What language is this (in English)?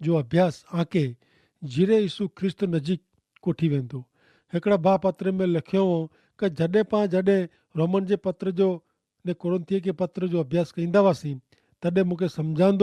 Kachhi